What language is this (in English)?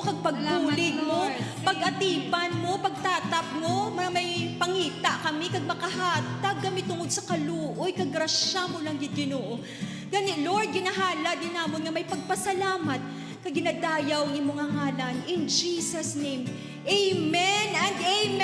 Hiligaynon